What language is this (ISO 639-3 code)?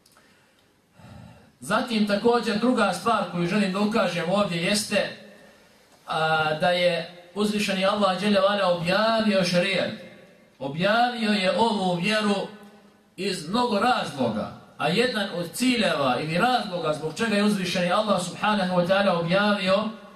bos